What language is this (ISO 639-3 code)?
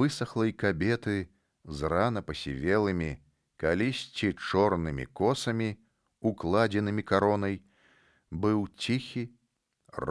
bel